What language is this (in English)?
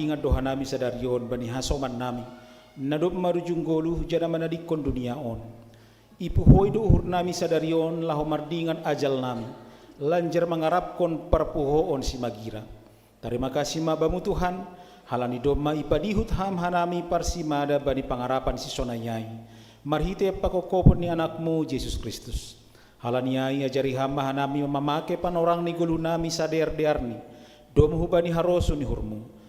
Batak Simalungun